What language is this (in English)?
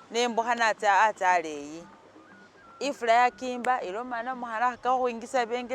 Masaaba